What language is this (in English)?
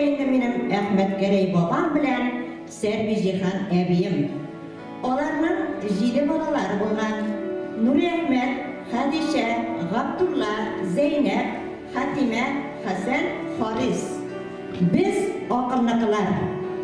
Tatar